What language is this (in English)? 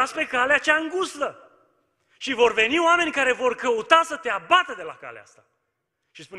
Romanian